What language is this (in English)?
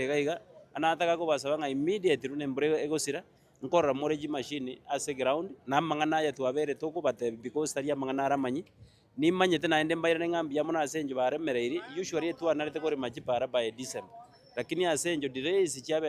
Gusii